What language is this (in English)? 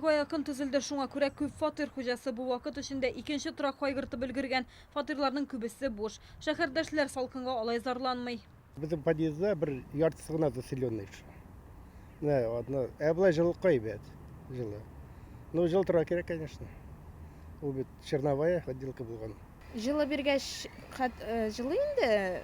Tatar